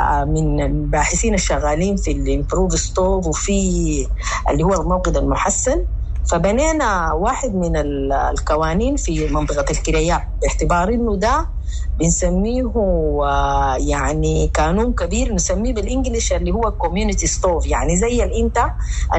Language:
Sudanese Arabic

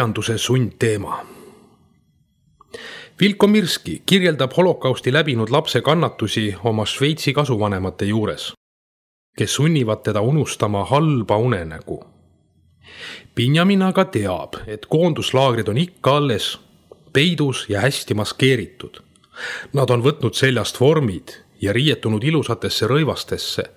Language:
Estonian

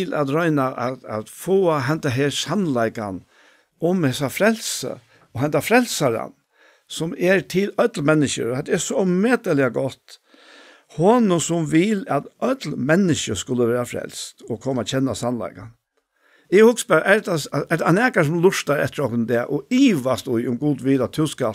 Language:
Faroese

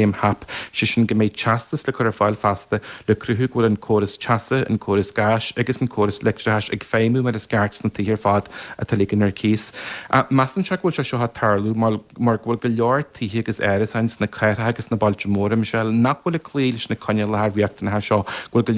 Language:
Irish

